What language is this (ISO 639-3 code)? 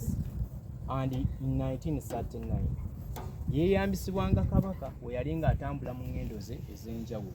lug